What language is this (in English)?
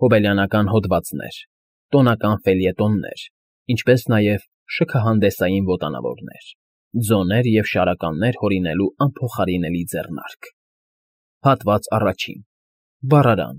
Armenian